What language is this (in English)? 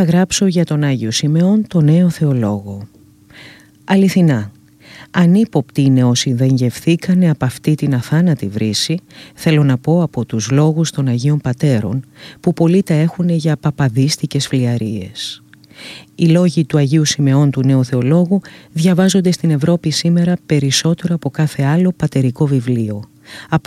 Greek